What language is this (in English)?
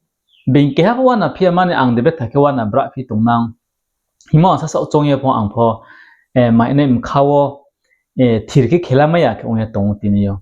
Riang (India)